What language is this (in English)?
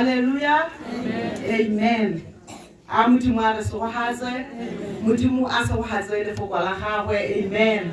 Tswana